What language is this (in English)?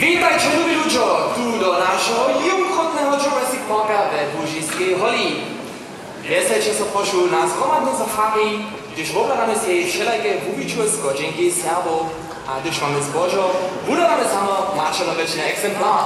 Upper Sorbian